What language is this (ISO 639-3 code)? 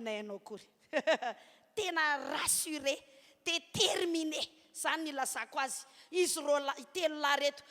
mlg